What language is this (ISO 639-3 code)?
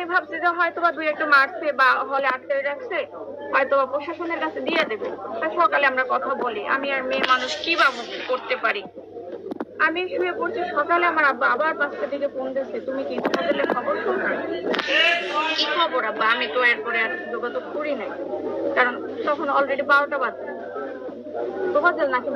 ben